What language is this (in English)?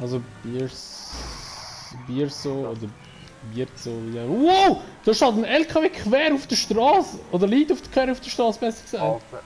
Swiss German